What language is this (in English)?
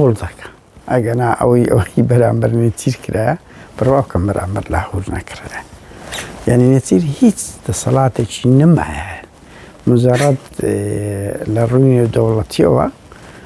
Central Kurdish